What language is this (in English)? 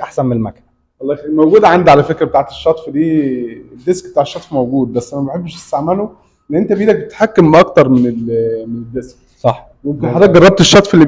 Egyptian Arabic